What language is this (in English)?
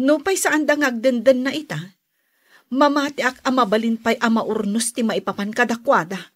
Iloko